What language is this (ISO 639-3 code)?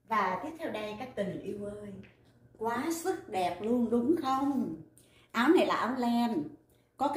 vie